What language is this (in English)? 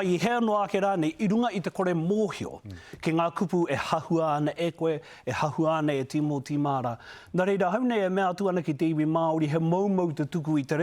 Māori